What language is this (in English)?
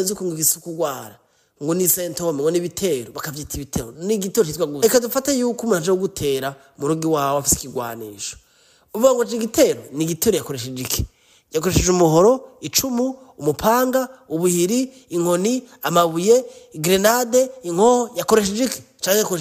Rundi